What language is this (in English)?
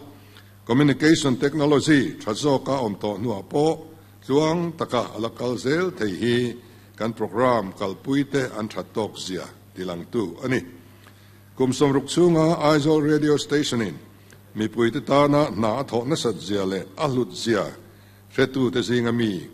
Mizo